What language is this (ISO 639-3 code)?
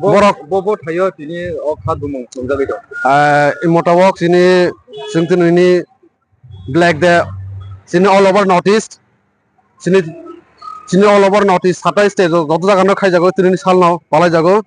ria